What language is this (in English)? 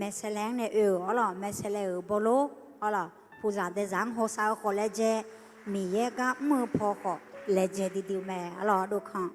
Akha